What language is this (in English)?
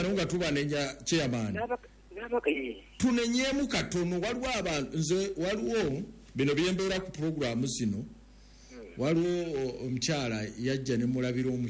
Ganda